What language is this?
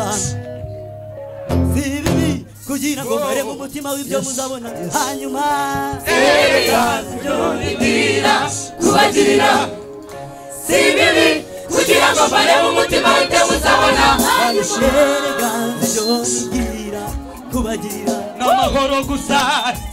Kinyarwanda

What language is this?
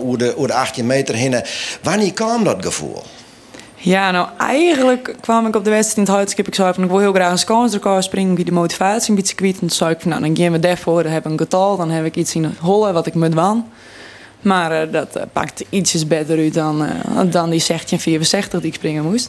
Western Frisian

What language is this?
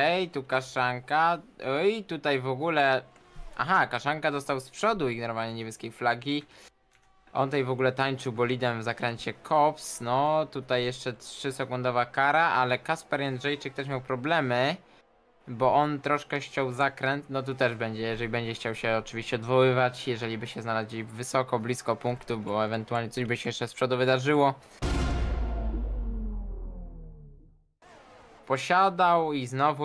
Polish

